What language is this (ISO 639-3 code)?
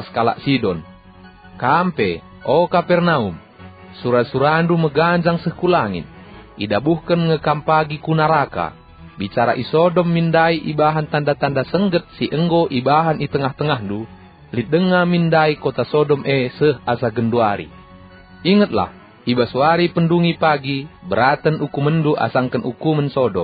btx